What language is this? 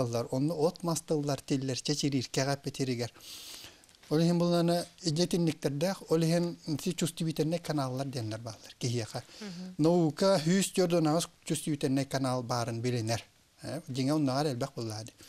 Yakut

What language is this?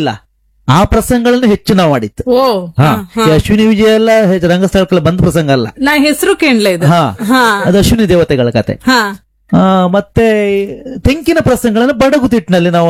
Kannada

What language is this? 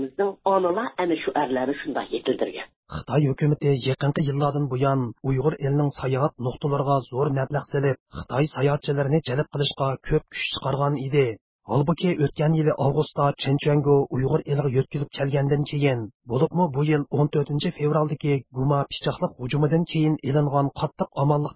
Uyghur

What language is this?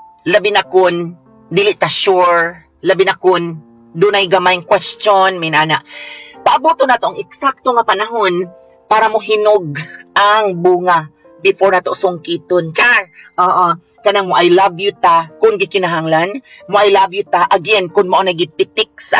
Cebuano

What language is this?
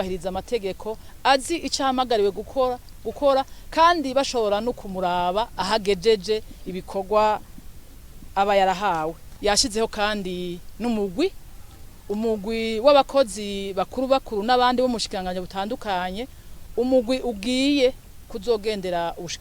Rundi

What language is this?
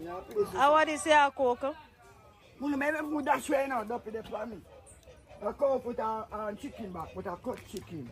Jamaican Creole English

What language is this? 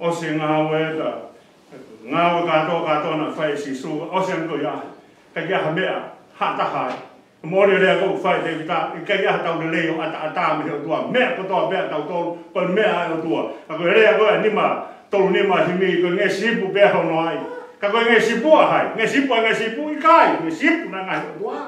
Tongan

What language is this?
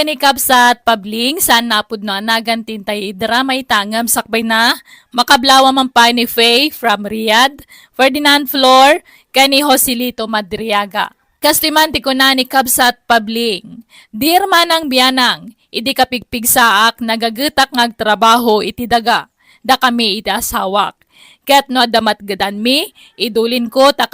Iloko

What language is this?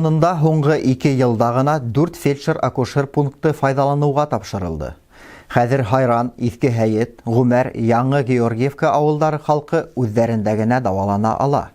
Bashkir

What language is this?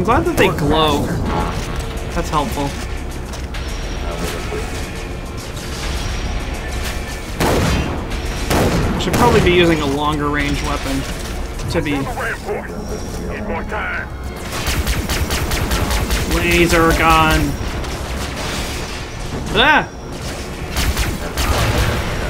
English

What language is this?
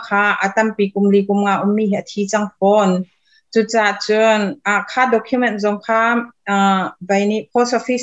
Hakha Chin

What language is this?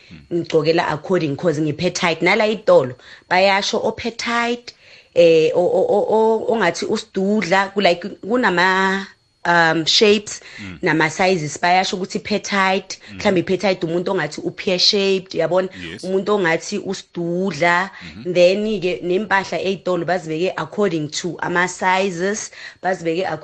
South Ndebele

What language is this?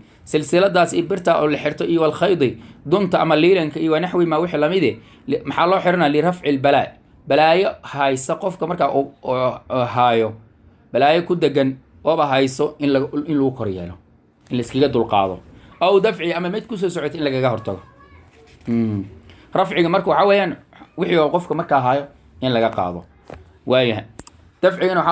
Somali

